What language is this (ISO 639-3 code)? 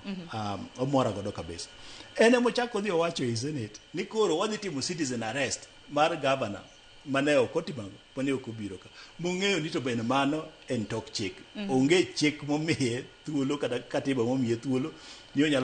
luo